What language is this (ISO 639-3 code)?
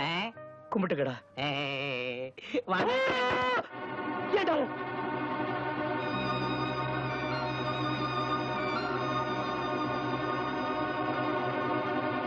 tam